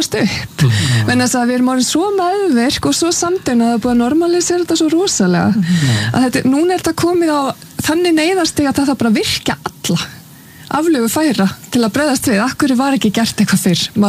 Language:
Icelandic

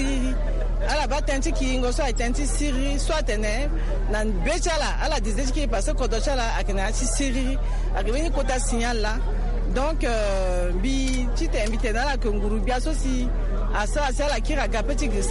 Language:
Sango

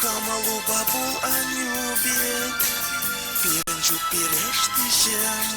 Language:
Chuvash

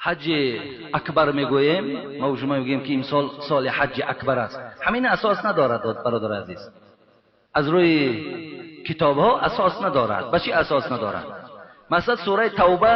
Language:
Tajik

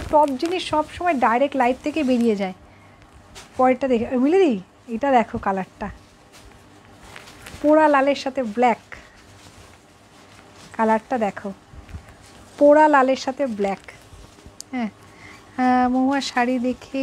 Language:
Bangla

